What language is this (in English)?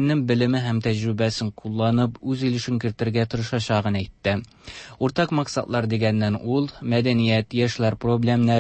Tatar